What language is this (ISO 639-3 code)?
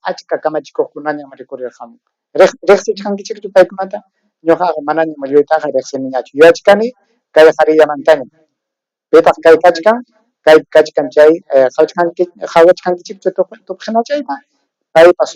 quy